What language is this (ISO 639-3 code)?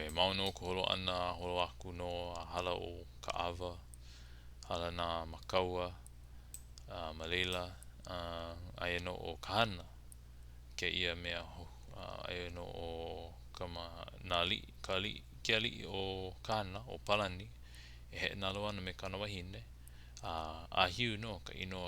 haw